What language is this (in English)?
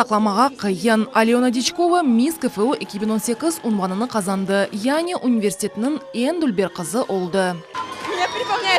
Crimean Tatar